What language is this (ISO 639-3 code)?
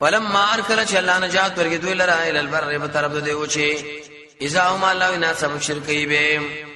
pus